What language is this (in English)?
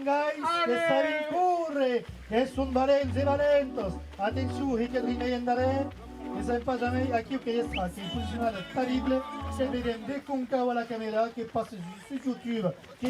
Occitan